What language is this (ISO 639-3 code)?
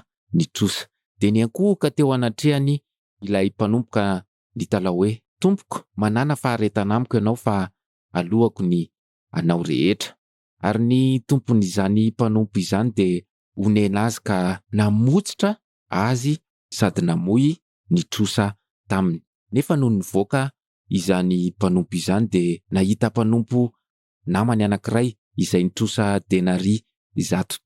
mlg